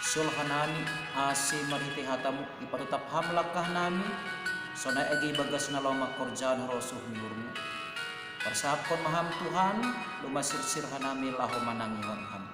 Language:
Batak Simalungun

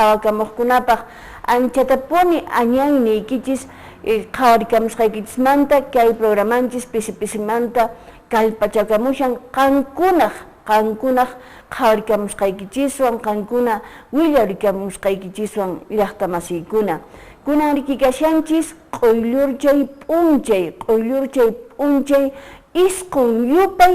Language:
Quechua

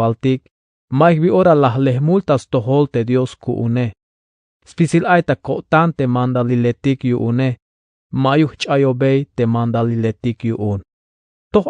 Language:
Tzeltal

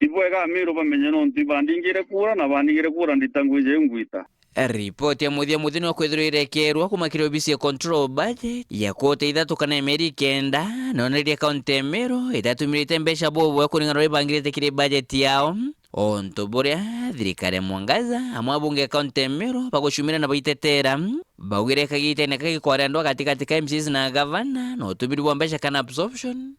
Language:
Meru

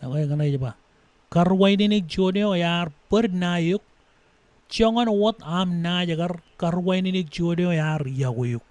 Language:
Marshallese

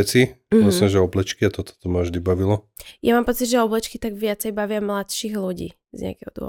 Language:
Slovak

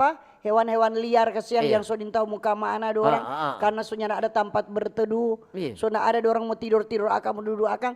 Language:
Manado Malay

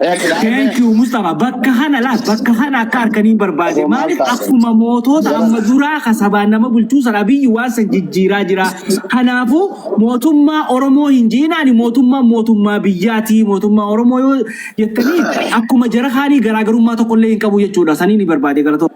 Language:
Oromo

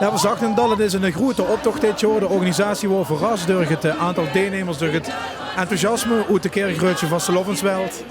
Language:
Limburgish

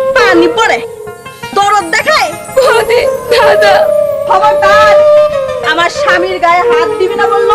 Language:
Sylheti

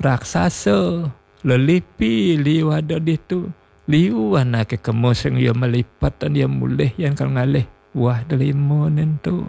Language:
Balinese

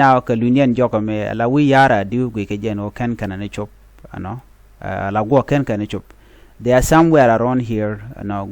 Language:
Nuer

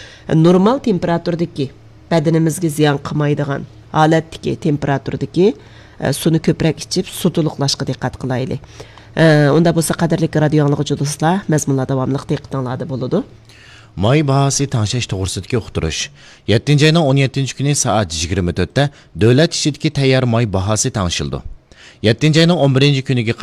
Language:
Uyghur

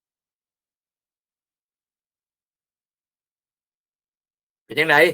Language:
Lao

